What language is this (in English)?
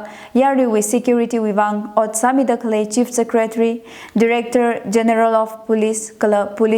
Tangkhul Naga (India)